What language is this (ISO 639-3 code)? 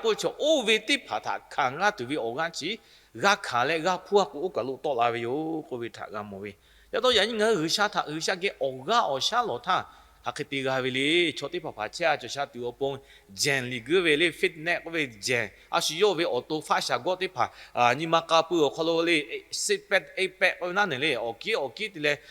lhu